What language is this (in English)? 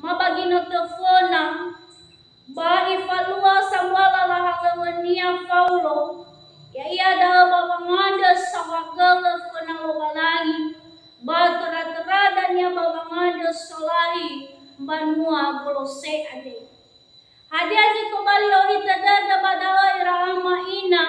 Nias